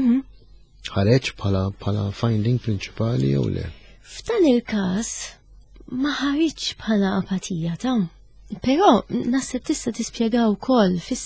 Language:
Maltese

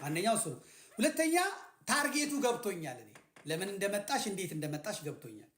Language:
Amharic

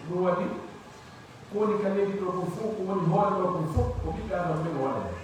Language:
Pular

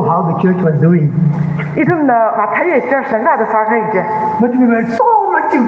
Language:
Tangkhul Naga (India)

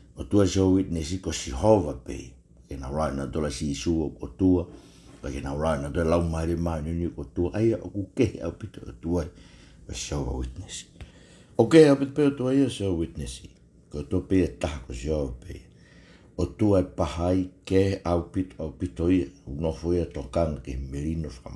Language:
Tongan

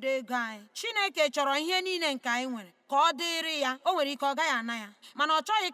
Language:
Igbo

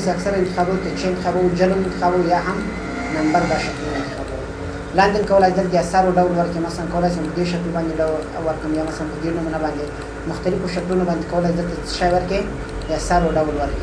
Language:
Pashto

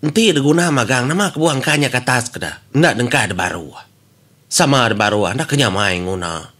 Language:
Iban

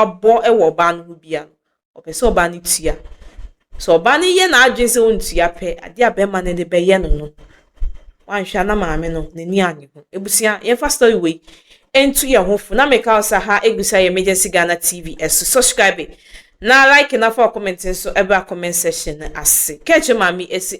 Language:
Akan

